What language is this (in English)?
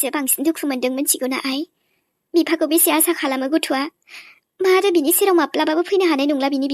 Bodo